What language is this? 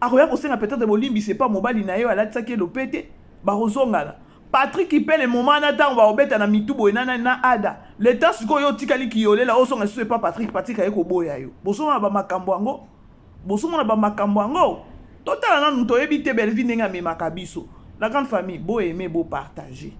Lingala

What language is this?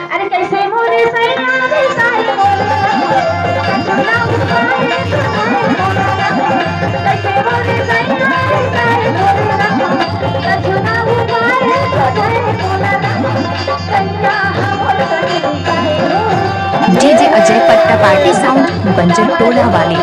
Chhattisgarhi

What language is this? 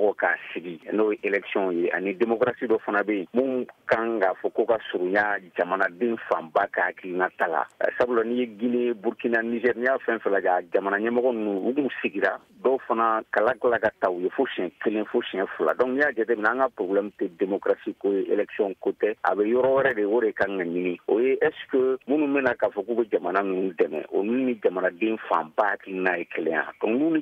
Bambara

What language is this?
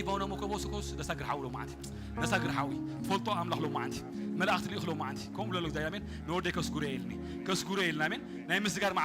Tigrinya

